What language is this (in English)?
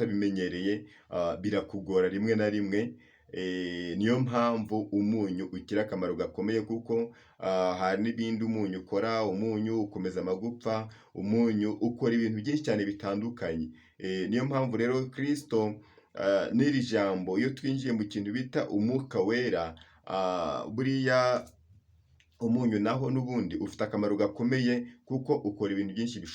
Kinyarwanda